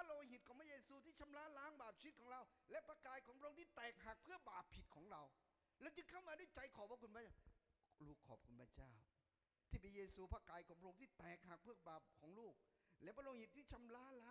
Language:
Thai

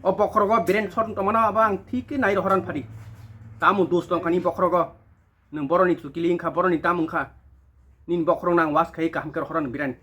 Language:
Kok Borok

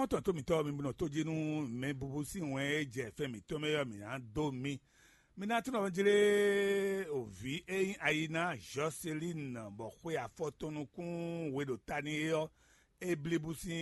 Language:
Fon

